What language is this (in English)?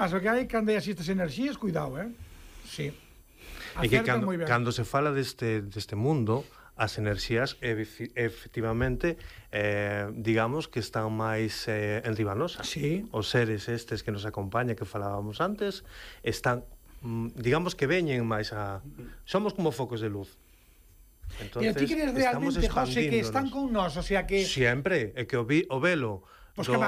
Galician